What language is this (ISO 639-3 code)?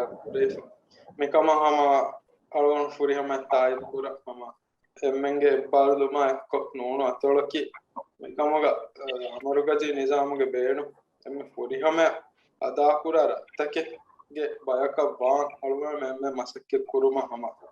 div